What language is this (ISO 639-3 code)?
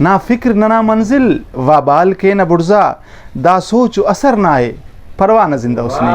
brh